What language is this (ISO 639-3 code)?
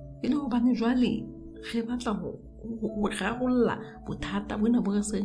sot